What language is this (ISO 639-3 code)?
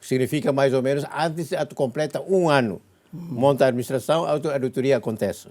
tet